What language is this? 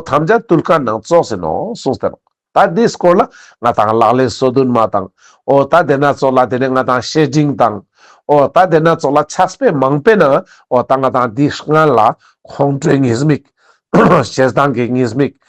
Ladakhi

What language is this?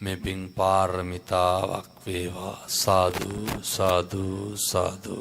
Sinhala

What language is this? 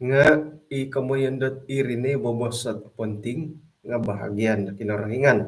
Central Dusun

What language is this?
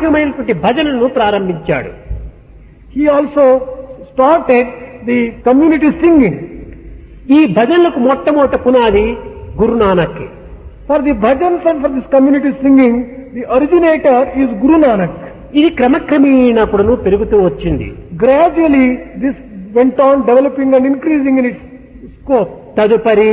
Telugu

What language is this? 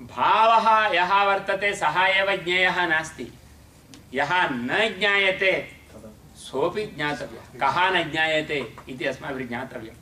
Sanskrit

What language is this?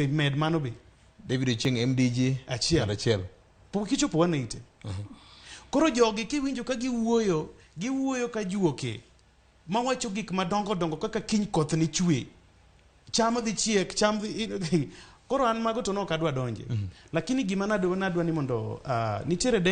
Luo (Kenya and Tanzania)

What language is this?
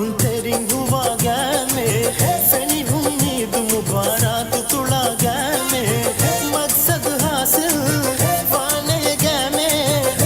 Divehi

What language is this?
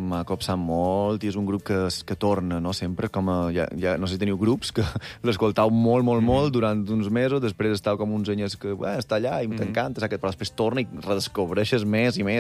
Catalan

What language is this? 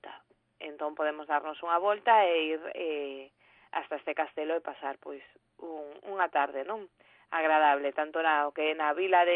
Galician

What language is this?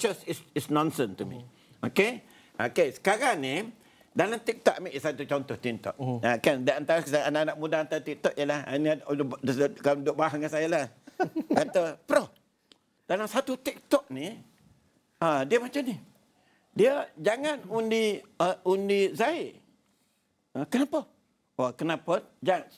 Malay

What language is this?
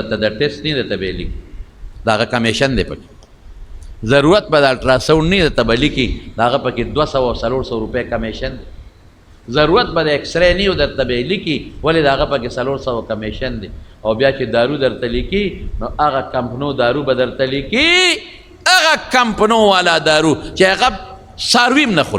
Pashto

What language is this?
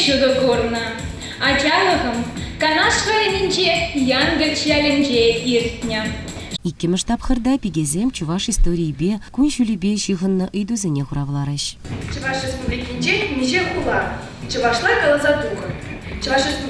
Chuvash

